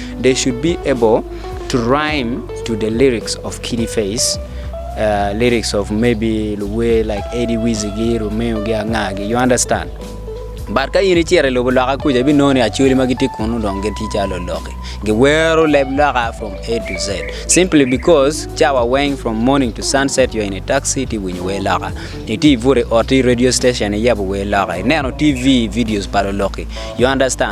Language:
Acoli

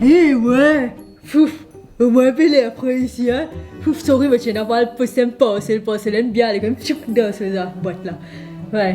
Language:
Morisyen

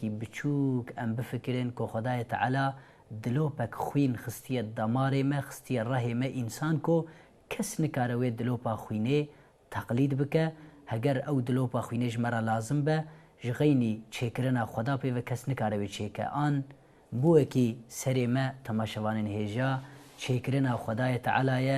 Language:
Kurdish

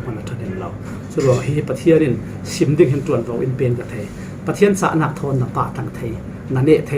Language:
Falam Chin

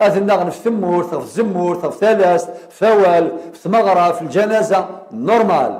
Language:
Kabyle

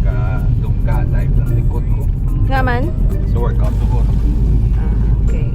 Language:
Hiligaynon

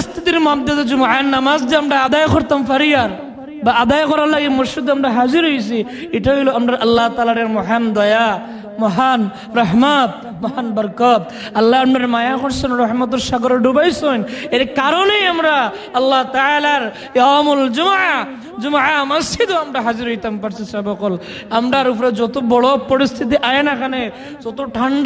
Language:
Sylheti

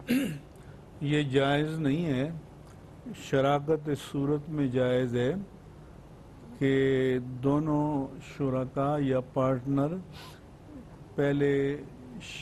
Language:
Urdu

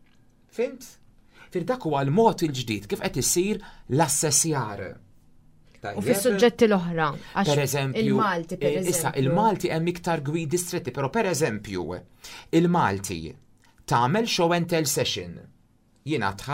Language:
Maltese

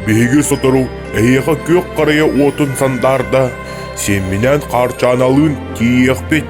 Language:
Yakut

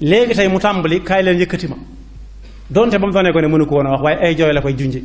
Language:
Wolof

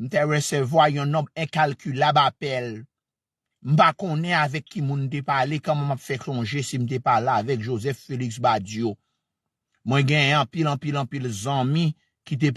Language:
Haitian Creole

